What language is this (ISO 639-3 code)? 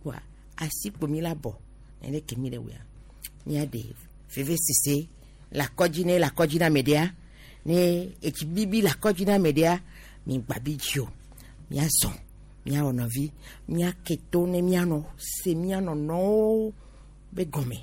gej